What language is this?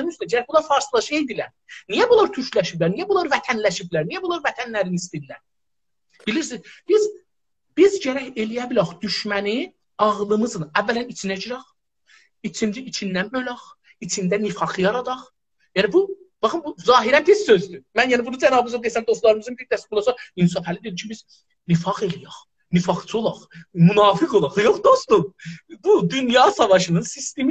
South Azerbaijani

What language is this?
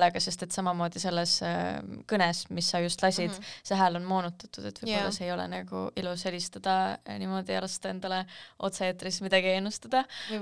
Estonian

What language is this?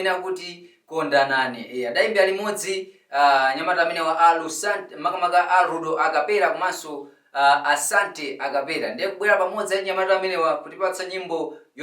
Nyanja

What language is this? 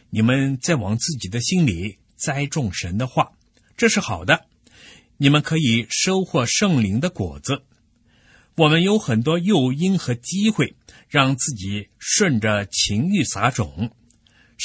Chinese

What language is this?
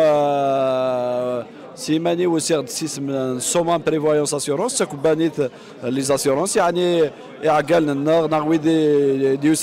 Kabyle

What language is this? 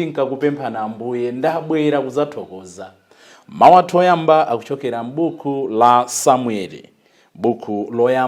Nyanja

